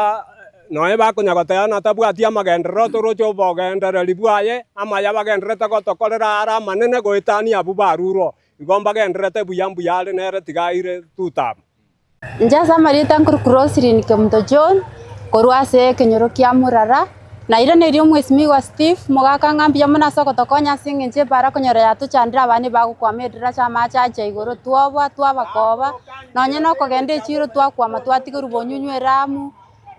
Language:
Gusii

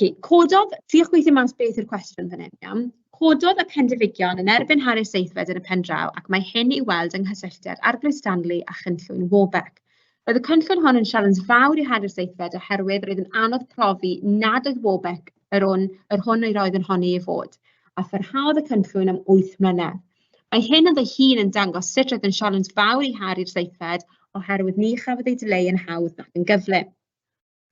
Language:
Welsh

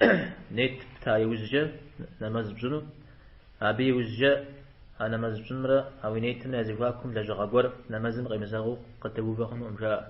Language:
Kabardian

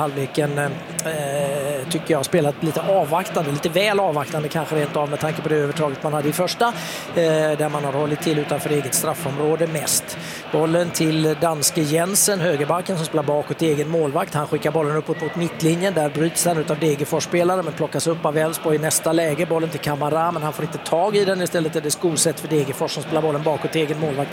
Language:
Swedish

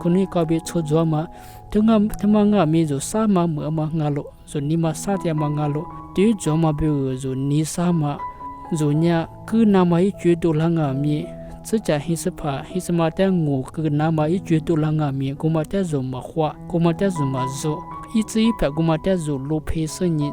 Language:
Lisu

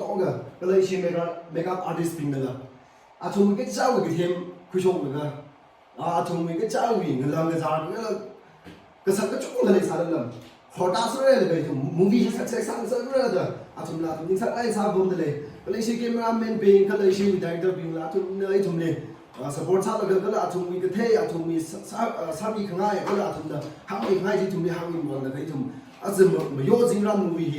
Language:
Tangkhul Naga (India)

